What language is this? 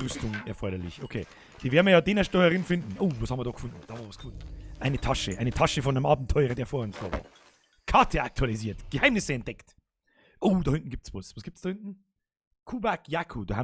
Bavarian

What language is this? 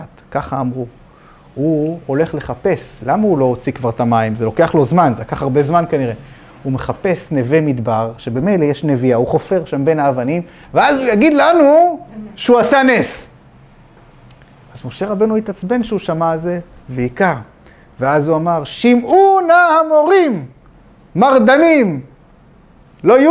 Hebrew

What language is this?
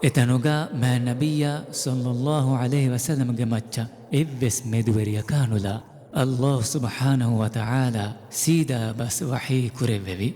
Divehi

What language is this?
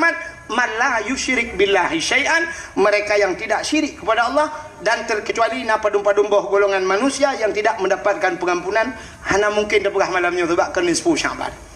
Achinese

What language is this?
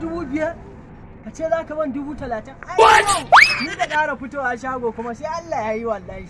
Hausa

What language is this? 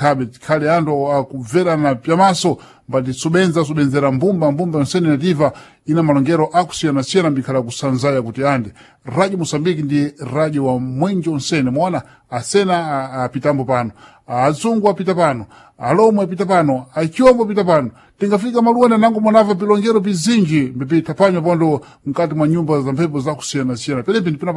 Sena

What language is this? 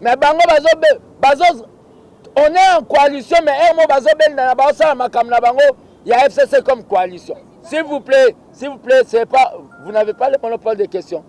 Lingala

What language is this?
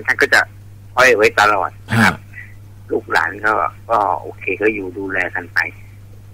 Thai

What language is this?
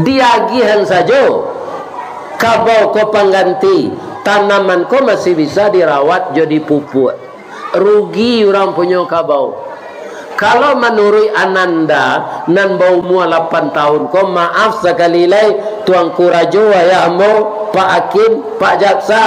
Minangkabau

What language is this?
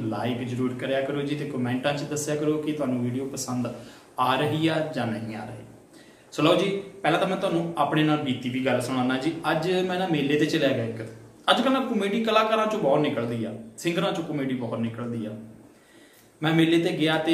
Punjabi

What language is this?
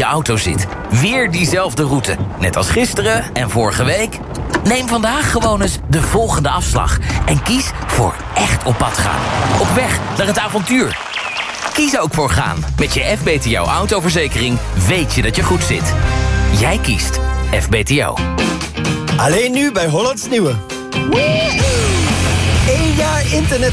Dutch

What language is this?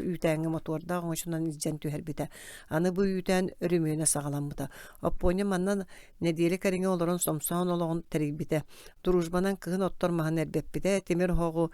Yakut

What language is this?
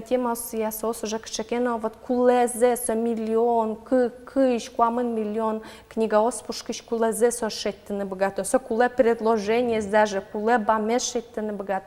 Udmurt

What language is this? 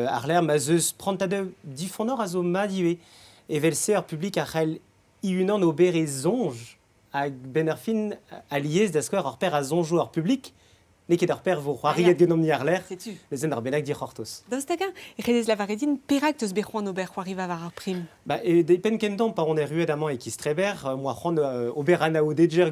Breton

